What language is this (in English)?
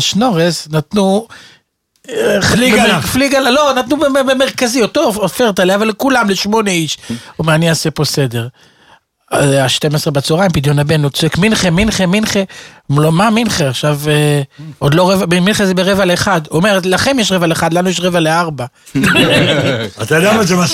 Hebrew